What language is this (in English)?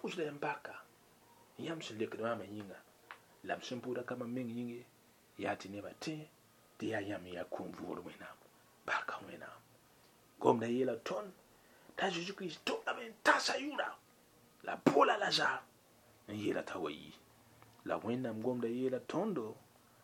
Mossi